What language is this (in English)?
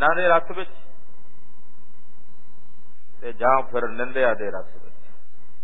Punjabi